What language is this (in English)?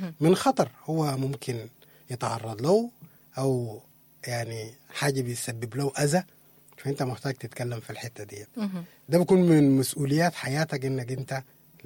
Sudanese Arabic